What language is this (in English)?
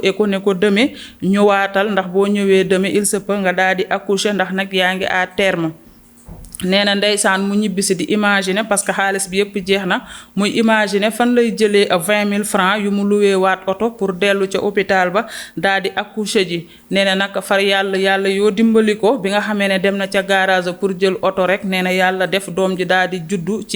Wolof